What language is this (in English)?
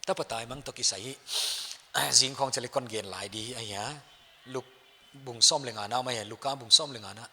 Paite Chin